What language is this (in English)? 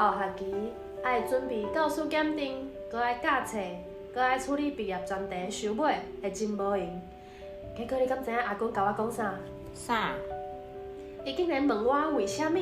Min Nan Chinese